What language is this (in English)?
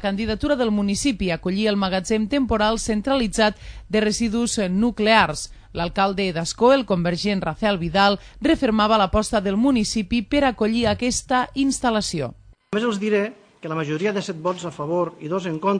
Catalan